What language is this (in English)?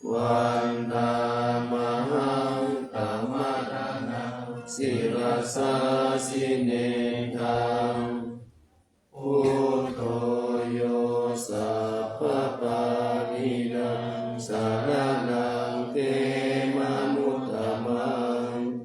Pali